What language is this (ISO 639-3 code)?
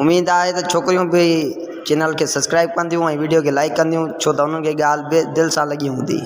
snd